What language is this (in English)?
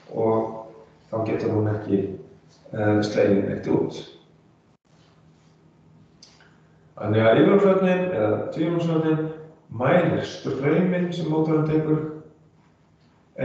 Icelandic